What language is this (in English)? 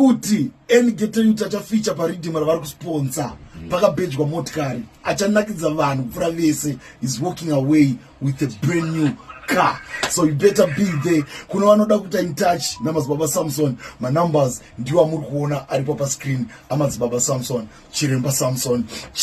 Shona